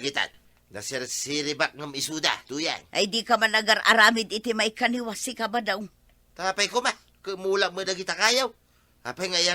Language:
Iloko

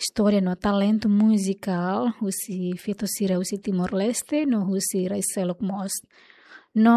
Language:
Tetum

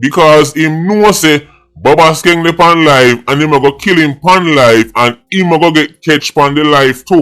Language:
Jamaican Creole English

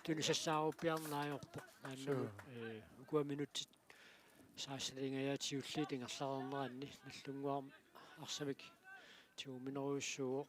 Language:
Kalaallisut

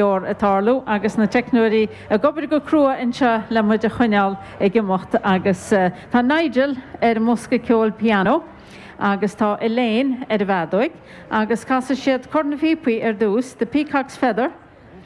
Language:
Irish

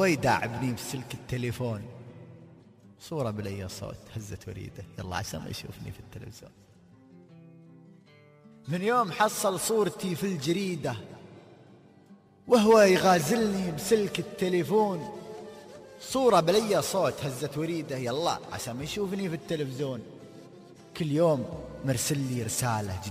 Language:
Gulf Arabic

